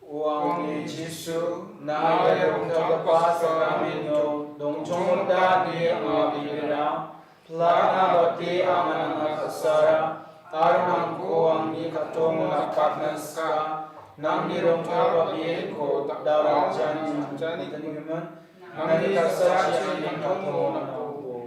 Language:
Garo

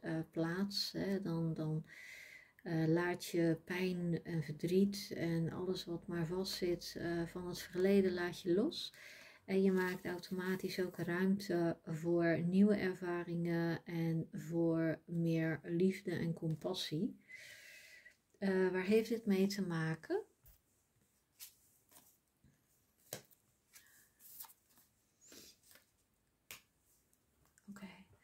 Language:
Dutch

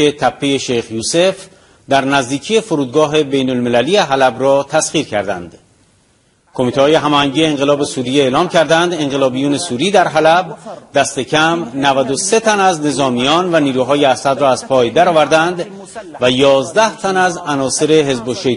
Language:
Persian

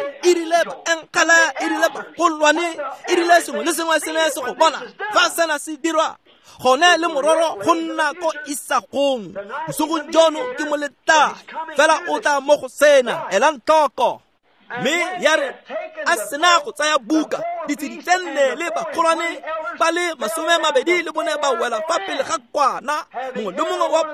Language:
Tswana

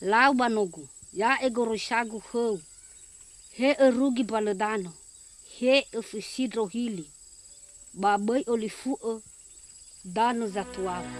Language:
Nias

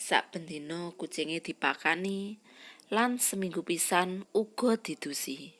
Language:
Javanese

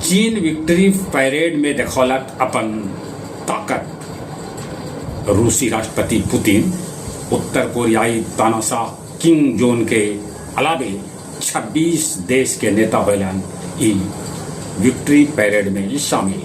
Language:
Magahi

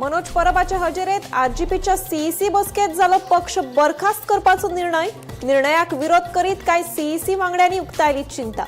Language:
Konkani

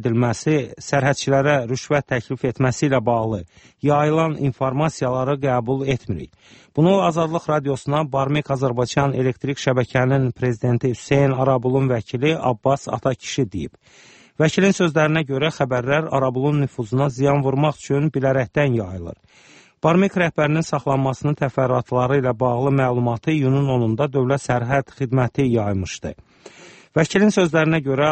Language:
Azerbaijani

